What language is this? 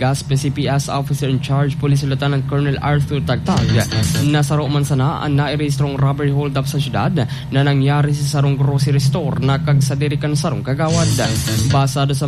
Bikol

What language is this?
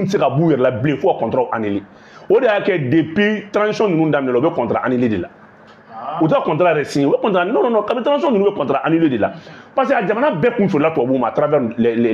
Bambara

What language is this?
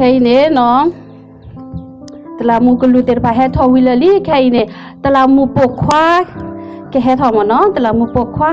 S'gaw Karen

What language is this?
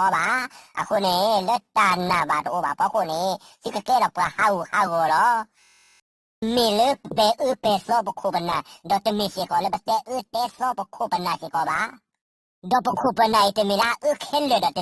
S'gaw Karen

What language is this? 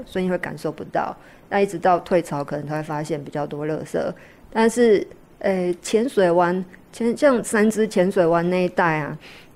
Chinese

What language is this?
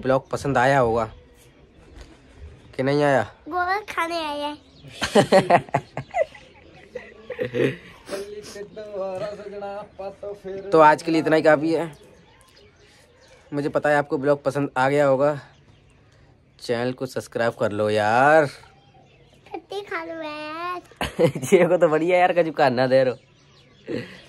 Hindi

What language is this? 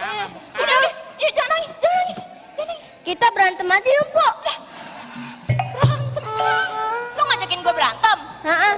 Betawi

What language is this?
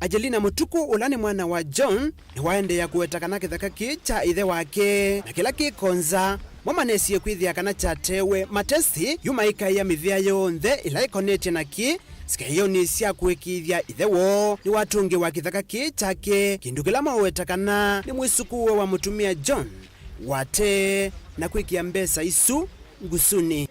Kamba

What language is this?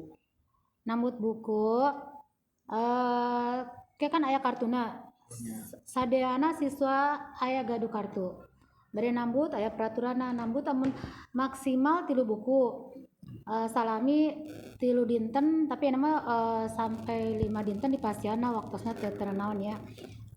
Sundanese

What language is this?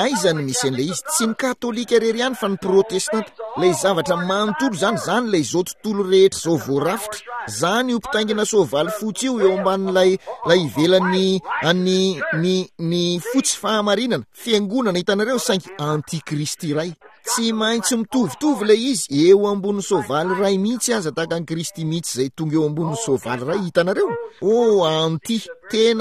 Malagasy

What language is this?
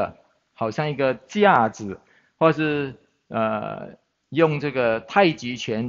Chinese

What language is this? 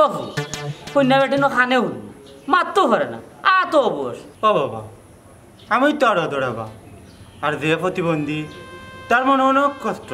Sylheti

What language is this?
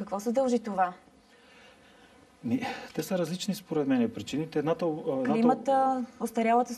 Bulgarian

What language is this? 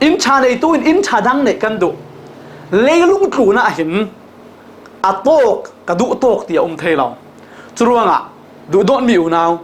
Falam Chin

